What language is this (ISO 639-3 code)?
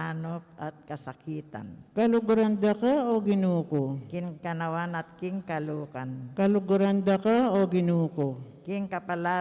pam